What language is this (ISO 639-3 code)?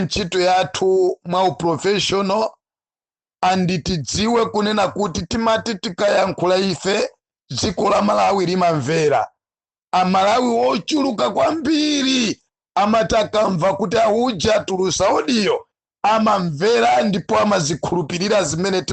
nya